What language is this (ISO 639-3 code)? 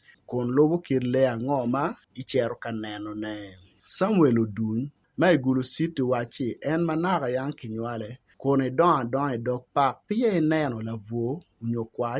ach